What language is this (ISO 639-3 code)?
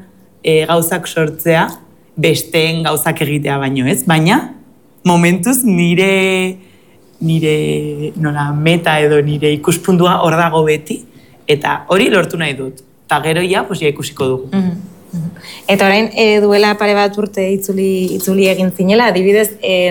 eus